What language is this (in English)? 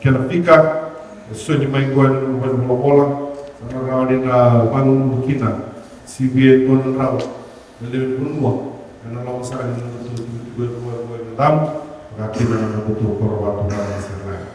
Fijian